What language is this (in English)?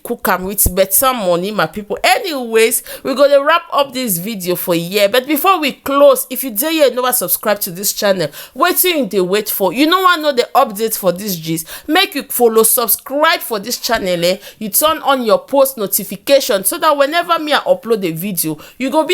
Nigerian Pidgin